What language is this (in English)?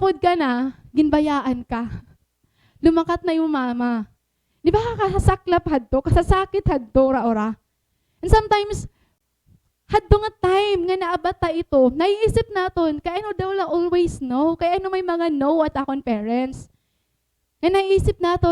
Waray